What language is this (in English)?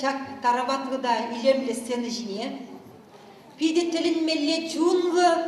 Chuvash